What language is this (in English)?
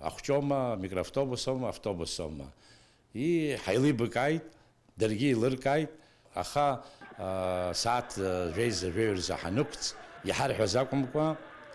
Abkhazian